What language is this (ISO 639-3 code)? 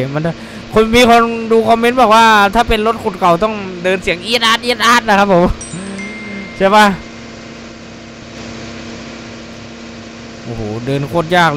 tha